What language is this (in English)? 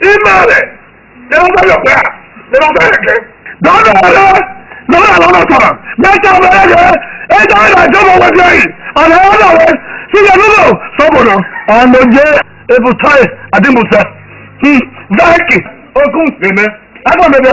Esan